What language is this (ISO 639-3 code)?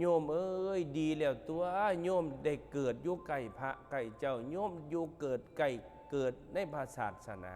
tts